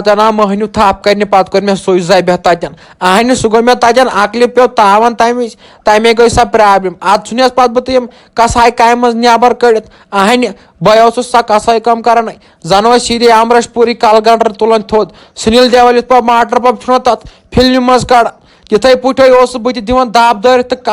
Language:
Kashmiri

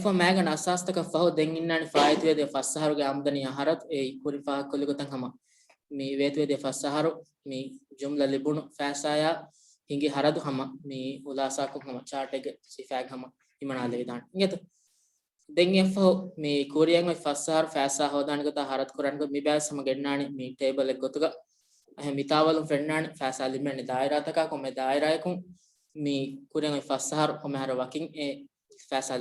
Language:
Divehi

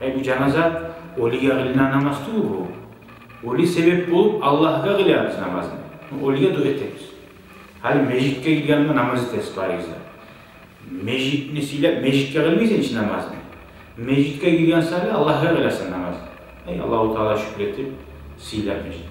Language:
Kumyk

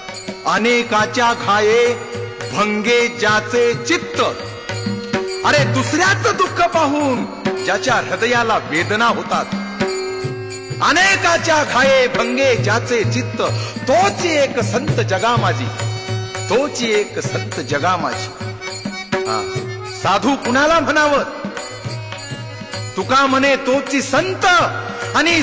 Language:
Marathi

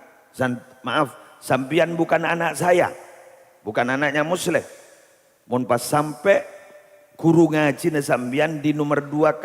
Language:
Madurese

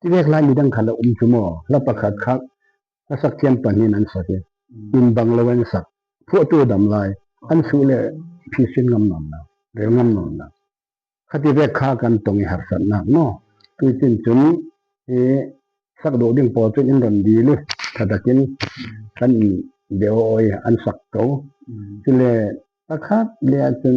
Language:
Falam Chin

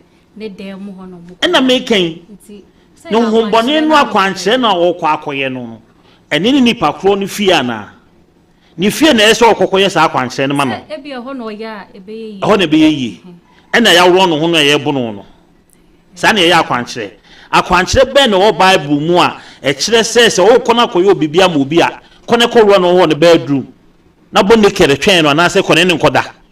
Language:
Akan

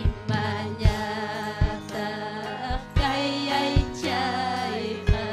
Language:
Ayacucho Quechua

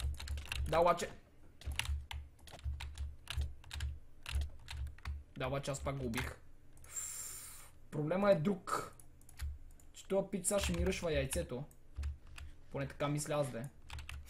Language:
Bulgarian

